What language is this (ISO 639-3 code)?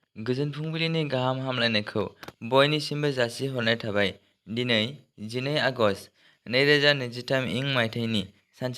brx